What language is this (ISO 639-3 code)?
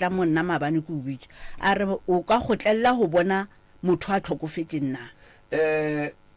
nso